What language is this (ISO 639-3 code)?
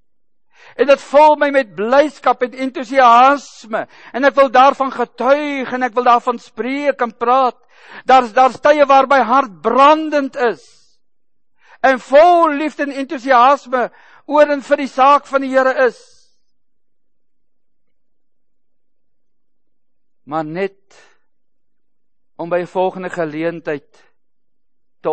afr